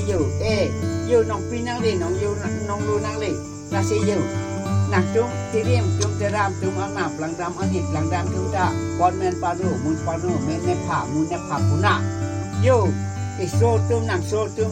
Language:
Karbi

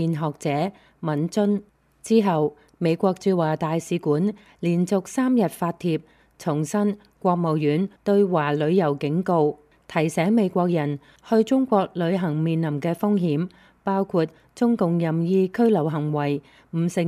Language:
Cantonese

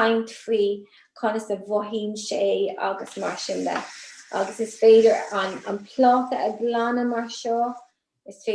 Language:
Irish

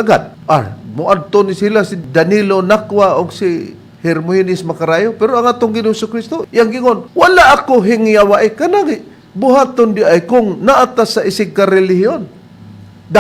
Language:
Cebuano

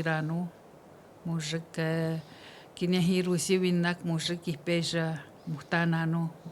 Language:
Atikamekw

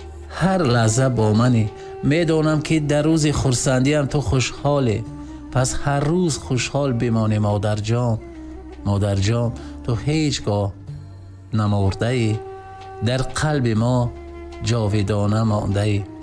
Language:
Tajik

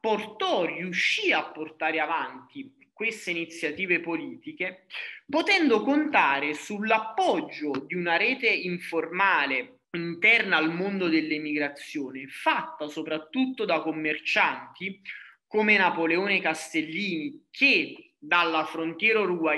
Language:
Italian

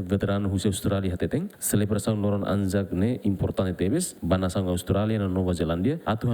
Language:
Tetum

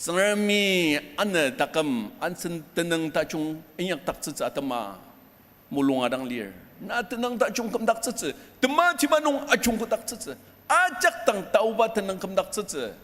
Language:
Ao Naga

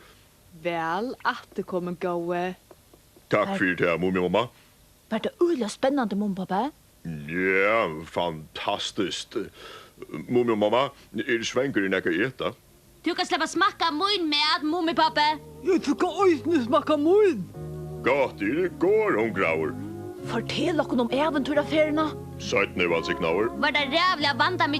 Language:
Faroese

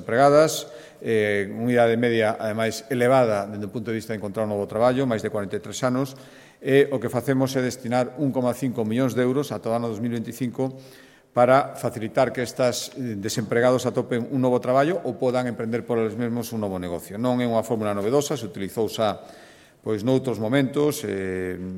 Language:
Galician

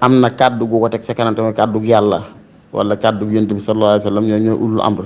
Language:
Wolof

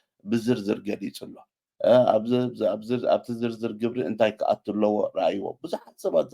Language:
Tigrinya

